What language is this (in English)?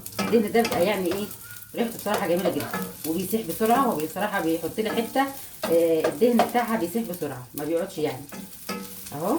Egyptian Arabic